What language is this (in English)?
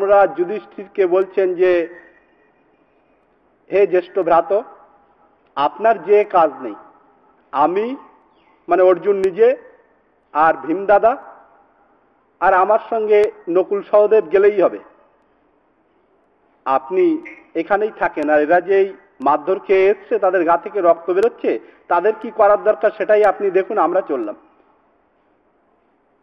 Bangla